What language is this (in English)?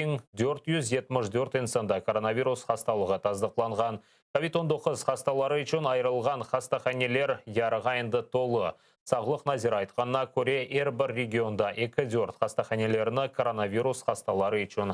Crimean Tatar